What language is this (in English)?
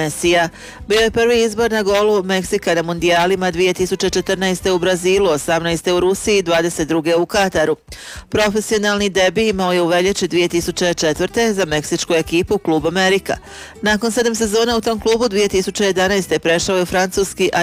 Croatian